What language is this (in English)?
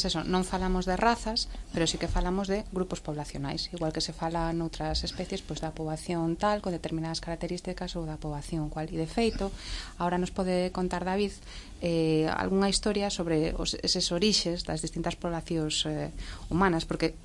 Galician